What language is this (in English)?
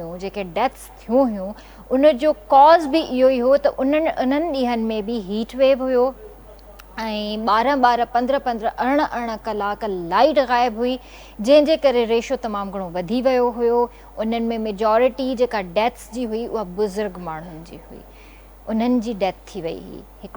Sindhi